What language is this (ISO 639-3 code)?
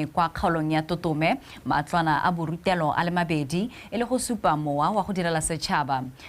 tsn